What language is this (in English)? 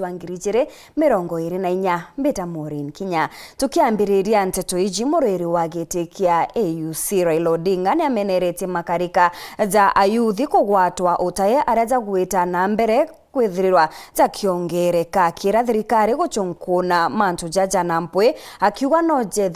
Meru